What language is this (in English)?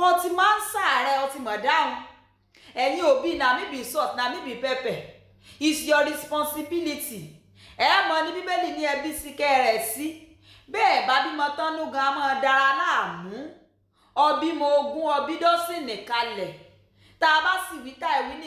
Yoruba